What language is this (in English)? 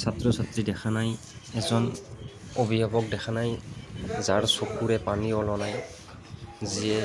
Assamese